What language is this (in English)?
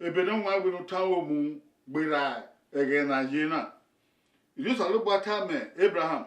Bini